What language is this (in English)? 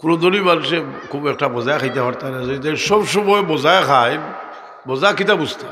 Sylheti